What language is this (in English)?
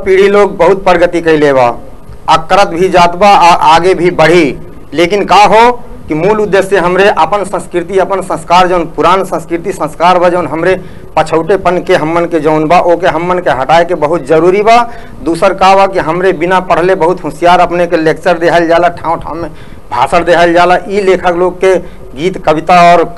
Bhojpuri